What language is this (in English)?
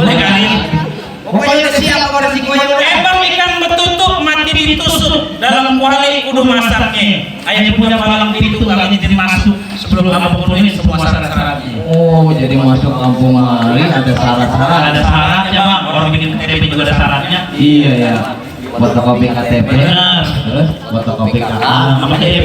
Betawi